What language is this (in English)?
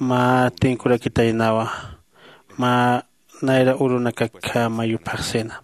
Aymara